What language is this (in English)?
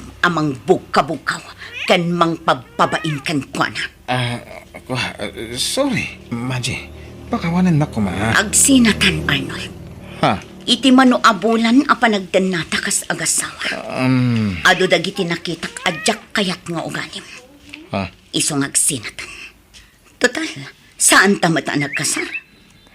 Iloko